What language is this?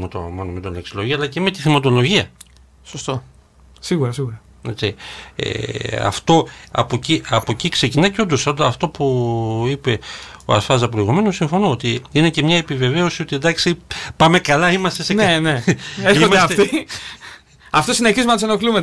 Greek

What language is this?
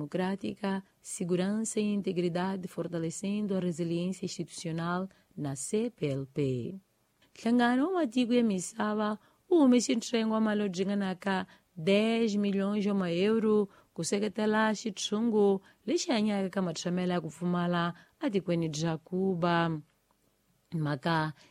Tsonga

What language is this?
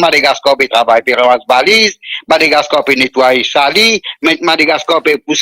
Morisyen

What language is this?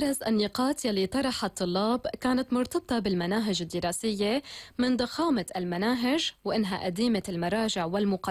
North Levantine Arabic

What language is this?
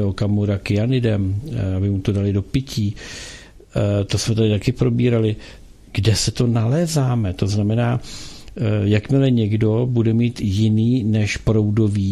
Czech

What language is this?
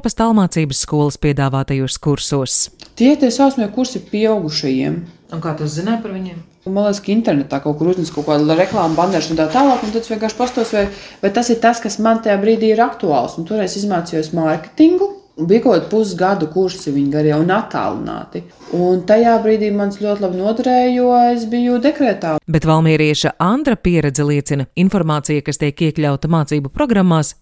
Latvian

